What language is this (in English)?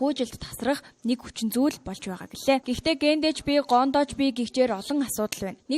Mongolian